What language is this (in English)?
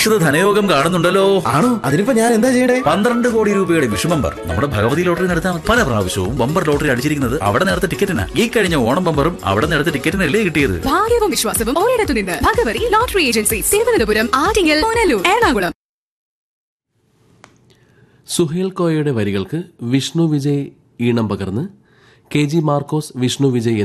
Malayalam